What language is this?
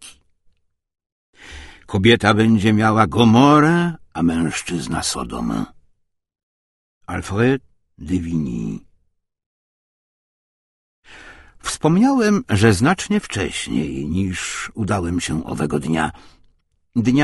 Polish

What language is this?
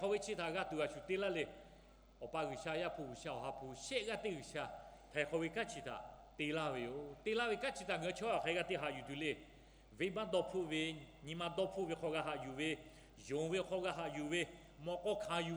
Lahu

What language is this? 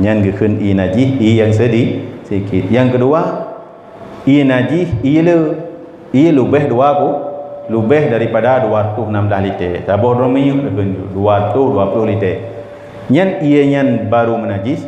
Achinese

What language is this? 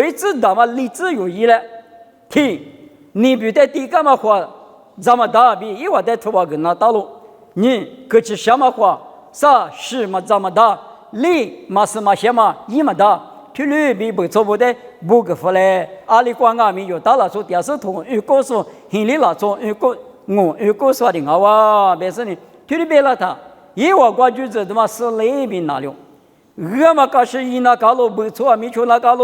Lisu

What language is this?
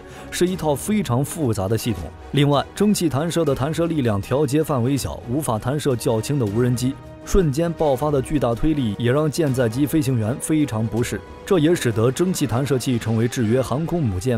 Chinese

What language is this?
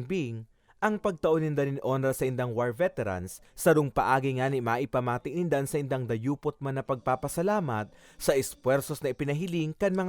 Bikol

